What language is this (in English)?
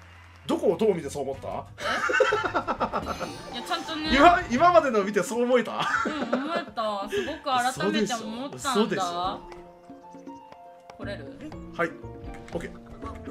Japanese